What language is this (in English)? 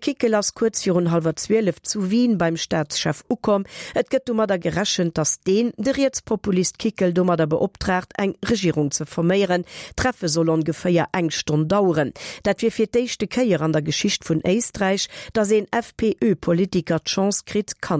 Luxembourgish